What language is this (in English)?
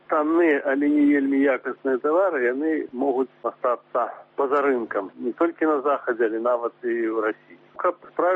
Belarusian